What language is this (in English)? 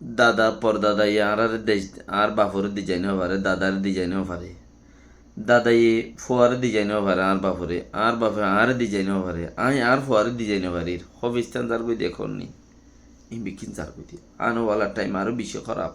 Rohingya